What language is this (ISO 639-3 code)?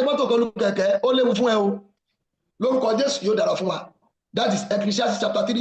yor